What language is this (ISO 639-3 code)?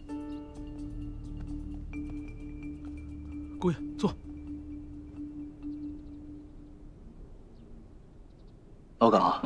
zho